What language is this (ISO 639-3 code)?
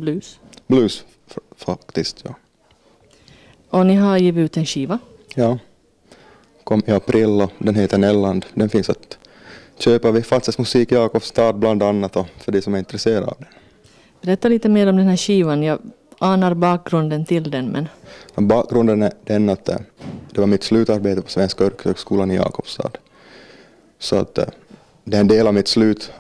swe